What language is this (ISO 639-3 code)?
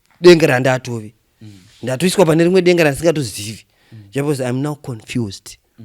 sna